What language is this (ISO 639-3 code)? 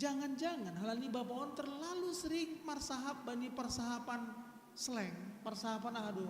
bts